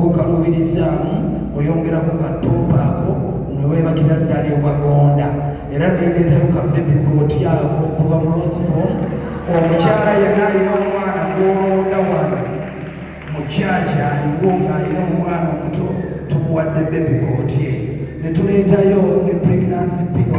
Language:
Ganda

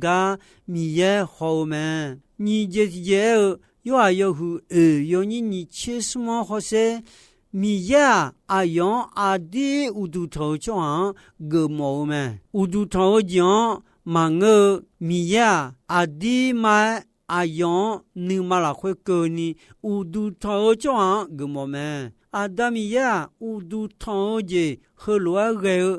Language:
Akha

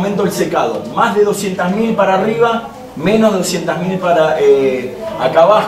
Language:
Spanish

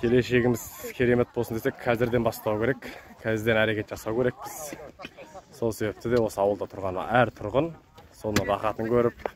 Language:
Kazakh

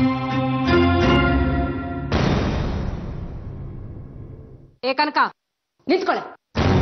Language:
Kannada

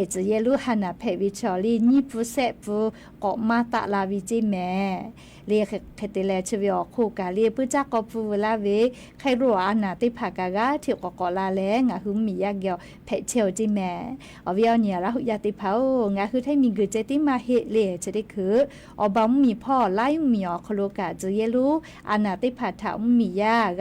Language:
Lahu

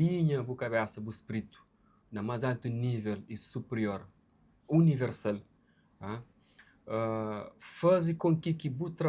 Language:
Kabuverdianu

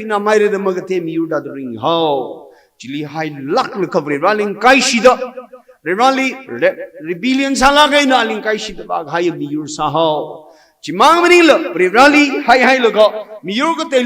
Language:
Tangkhul Naga (India)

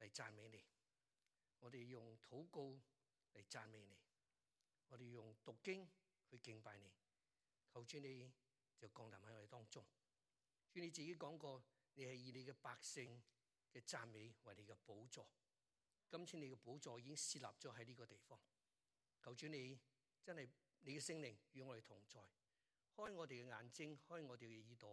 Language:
Cantonese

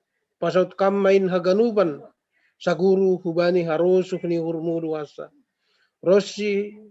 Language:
Batak Simalungun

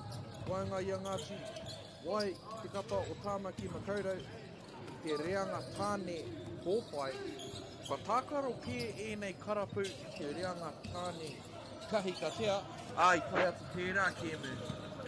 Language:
Māori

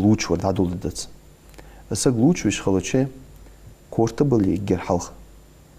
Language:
Ingush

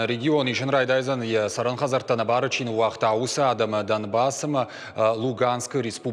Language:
Ossetic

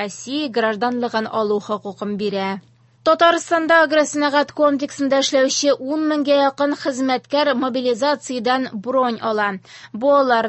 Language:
Tatar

